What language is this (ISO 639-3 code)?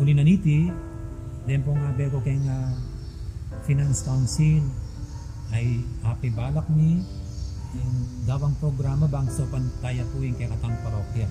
pam